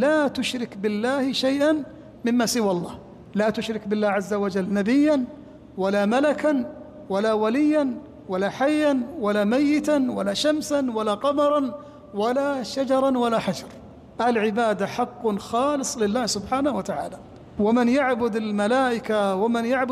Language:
Arabic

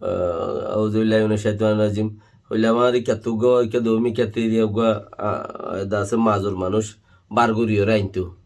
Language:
Rohingya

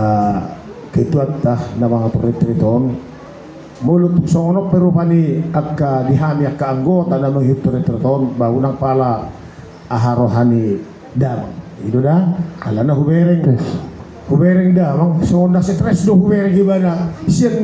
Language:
Batak Toba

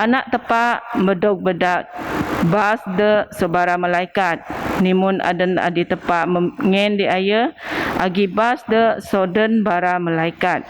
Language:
Biatah Bidayuh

